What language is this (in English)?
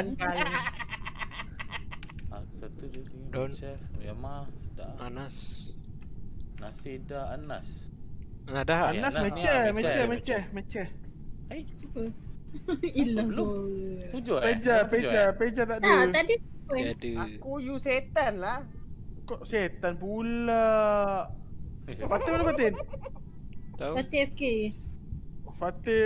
Malay